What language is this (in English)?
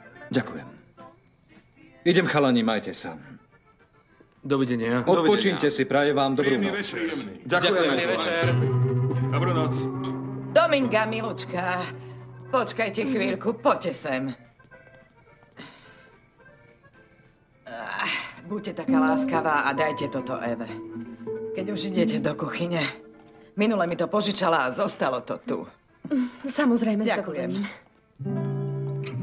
Slovak